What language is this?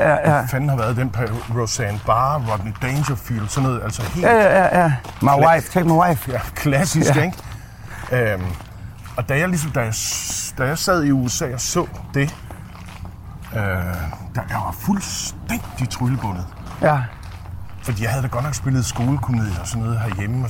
Danish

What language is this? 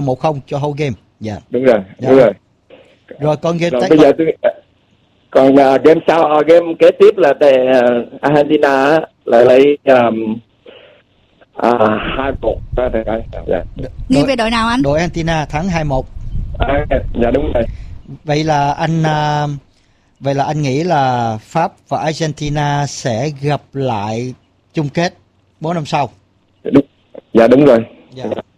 Vietnamese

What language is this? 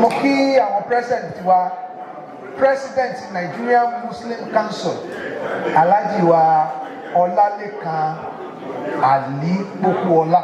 Yoruba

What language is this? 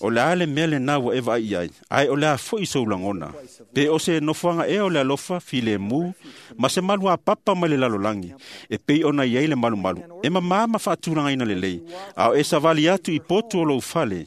Samoan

